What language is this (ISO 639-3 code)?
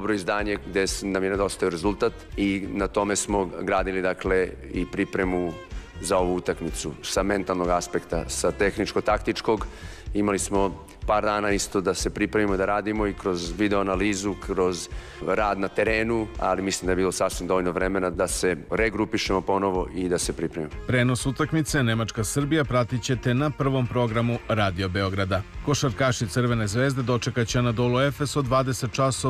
srp